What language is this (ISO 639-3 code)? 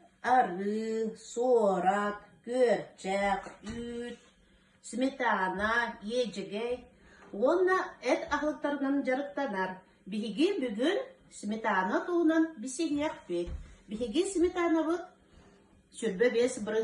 sah